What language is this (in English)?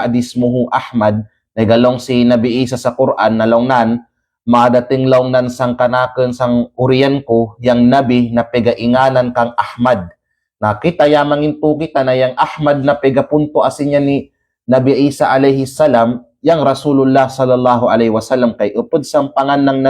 Kalagan